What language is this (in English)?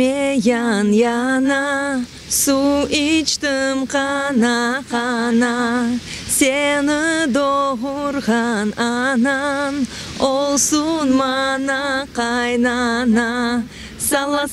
Crimean Tatar